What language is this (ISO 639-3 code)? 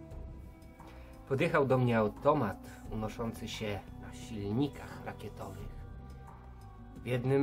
pol